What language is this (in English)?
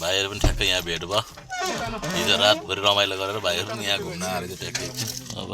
Nepali